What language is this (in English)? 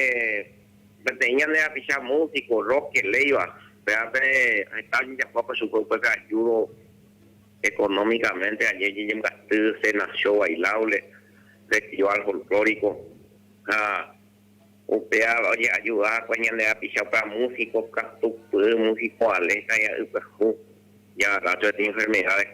Guarani